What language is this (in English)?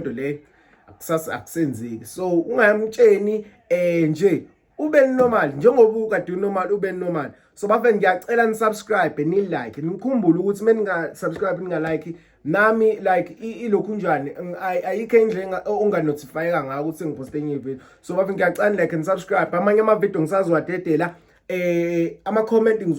Zulu